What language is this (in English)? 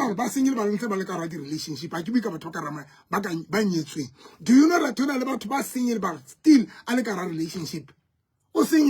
Southern Sotho